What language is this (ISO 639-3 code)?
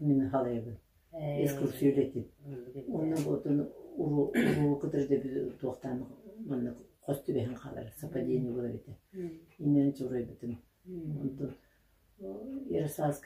sah